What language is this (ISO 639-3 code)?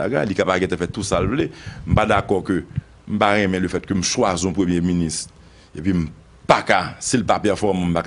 hat